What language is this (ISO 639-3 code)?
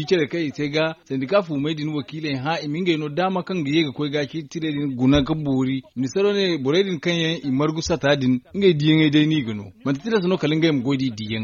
dje